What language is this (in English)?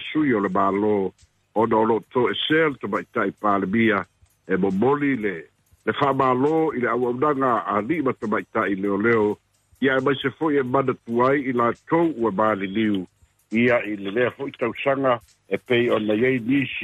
Samoan